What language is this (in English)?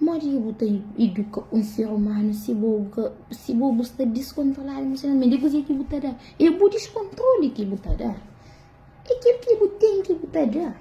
Kabuverdianu